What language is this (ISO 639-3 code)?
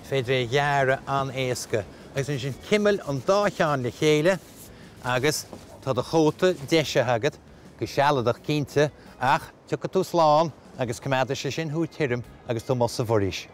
gle